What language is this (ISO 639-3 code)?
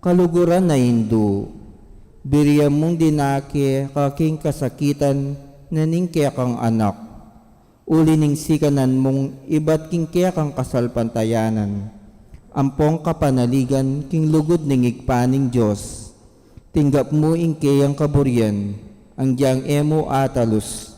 pam